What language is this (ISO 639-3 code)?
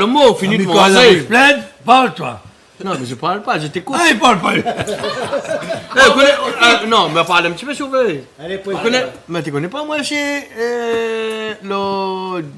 rcf